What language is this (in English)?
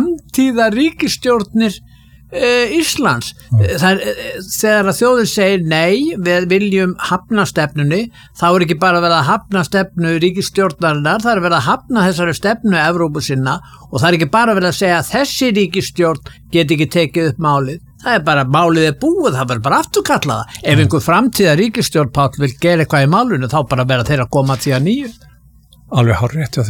Icelandic